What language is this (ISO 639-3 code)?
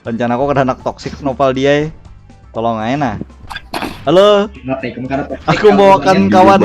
bjn